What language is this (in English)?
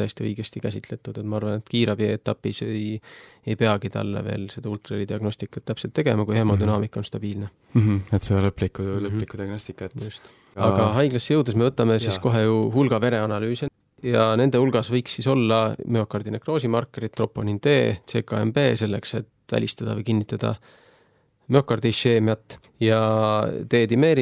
Estonian